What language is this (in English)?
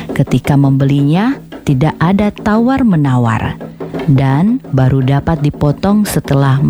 Indonesian